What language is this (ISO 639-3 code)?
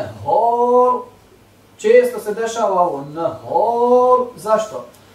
bos